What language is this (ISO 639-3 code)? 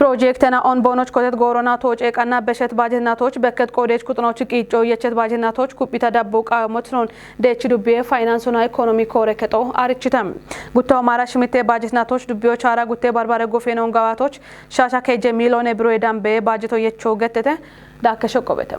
kbr